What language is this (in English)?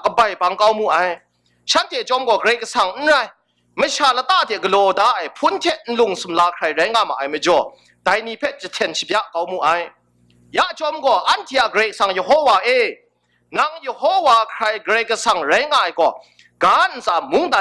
Kachin